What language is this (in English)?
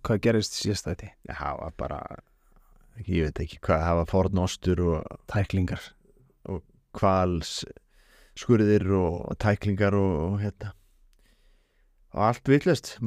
Icelandic